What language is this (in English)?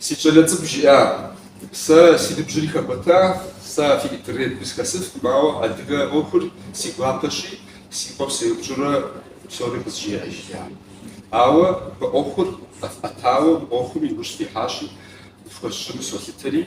Kabardian